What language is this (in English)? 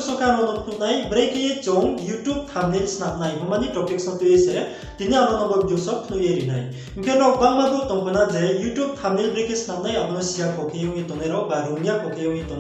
Riang (India)